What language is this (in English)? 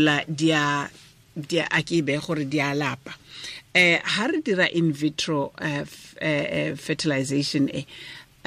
Tswana